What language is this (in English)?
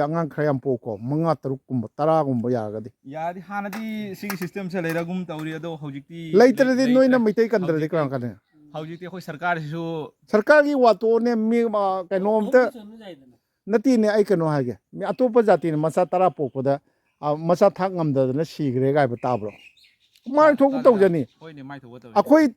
Manipuri